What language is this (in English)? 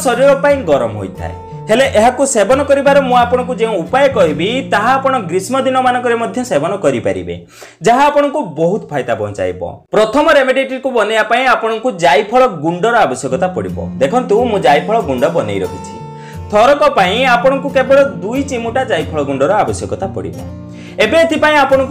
Odia